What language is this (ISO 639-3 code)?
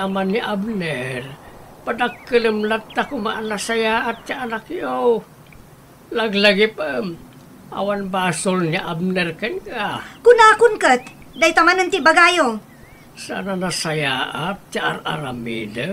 ilo